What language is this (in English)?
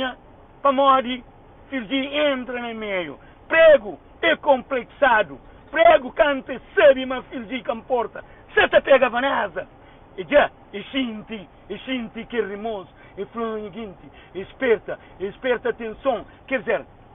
Kabuverdianu